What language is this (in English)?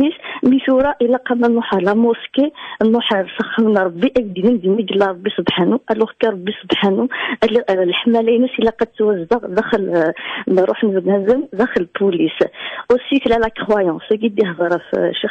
Kabyle